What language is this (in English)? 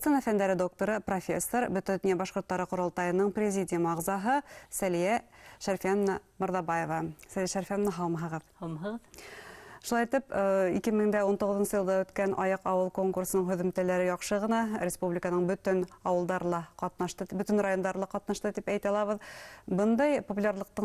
Bashkir